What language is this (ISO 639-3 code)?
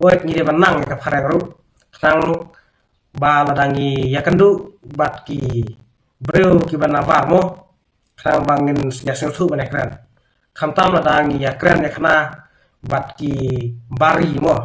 kha